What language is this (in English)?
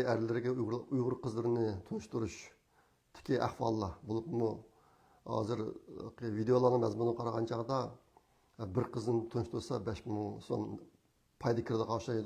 Uyghur